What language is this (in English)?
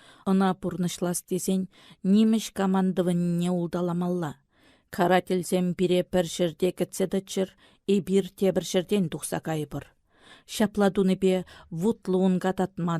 Chuvash